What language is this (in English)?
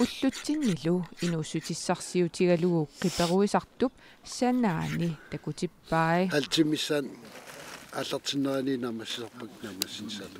Kalaallisut